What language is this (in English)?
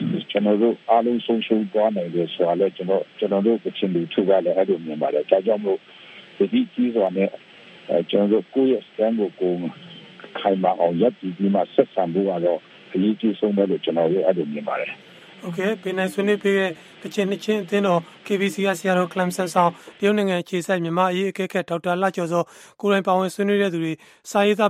Burmese